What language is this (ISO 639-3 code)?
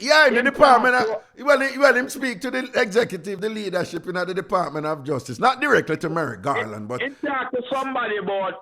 jam